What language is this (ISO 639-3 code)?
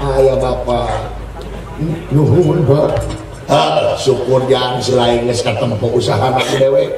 sun